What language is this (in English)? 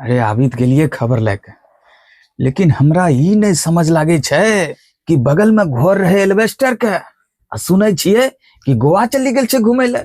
Angika